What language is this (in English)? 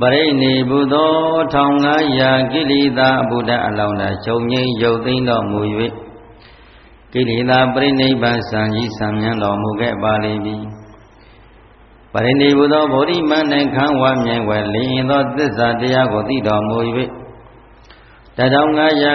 Burmese